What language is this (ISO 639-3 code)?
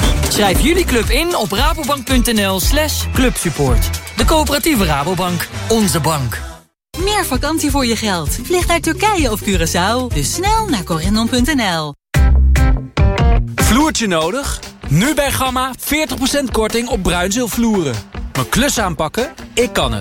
nld